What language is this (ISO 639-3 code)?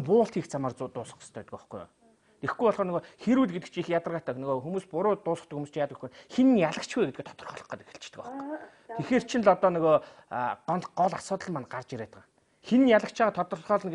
mon